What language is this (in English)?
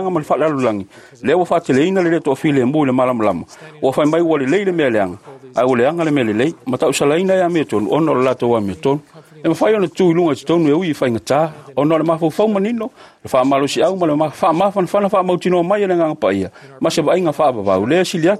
Samoan